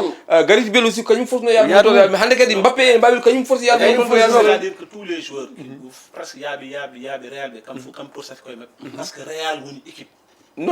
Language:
Fula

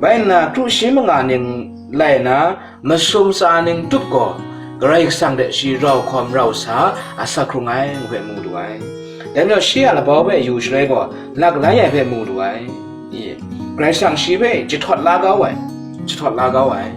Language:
Kachin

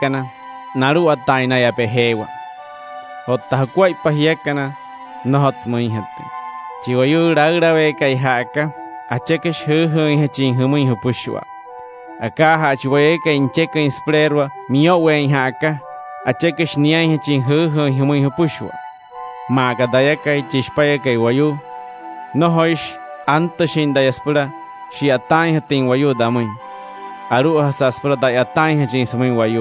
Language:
Wayuu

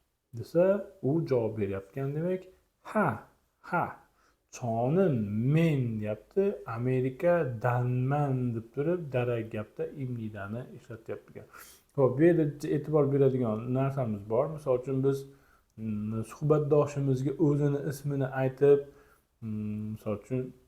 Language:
Uzbek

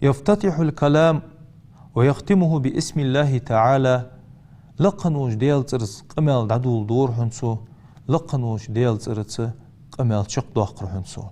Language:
Ingush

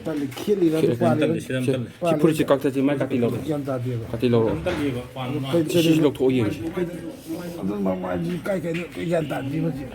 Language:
Manipuri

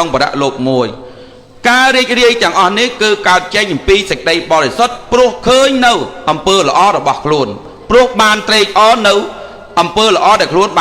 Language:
Khmer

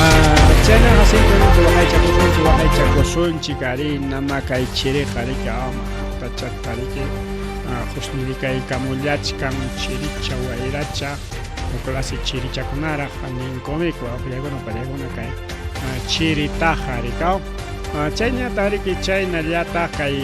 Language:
Ayacucho Quechua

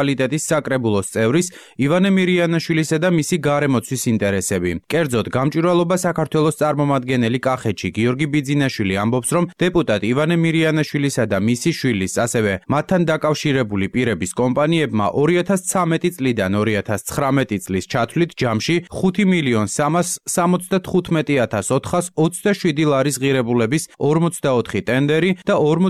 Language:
Georgian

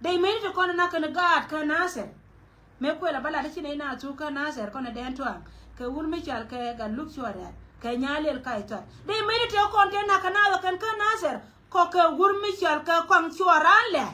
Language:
Nuer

